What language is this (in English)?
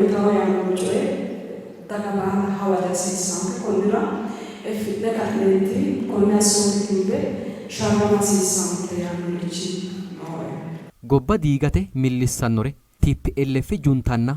Sidamo